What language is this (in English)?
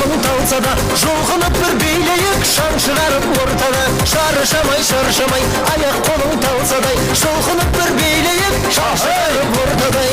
Kara-Kalpak